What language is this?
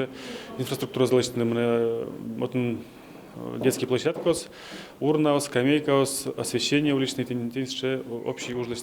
Udmurt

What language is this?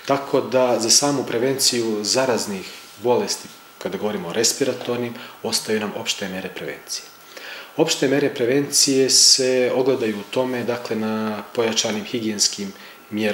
Serbian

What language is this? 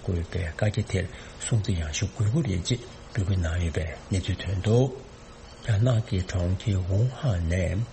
Tibetan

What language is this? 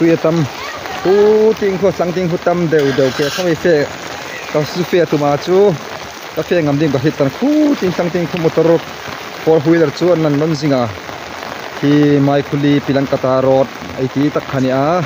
Hmar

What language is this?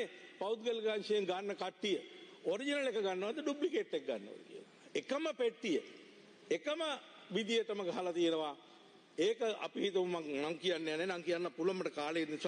Sinhala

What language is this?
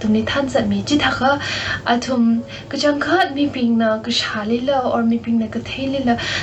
Tangkhul Naga (India)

